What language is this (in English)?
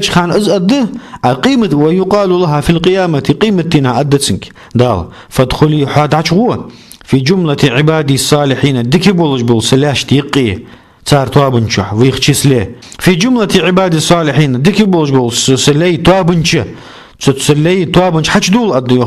Ingush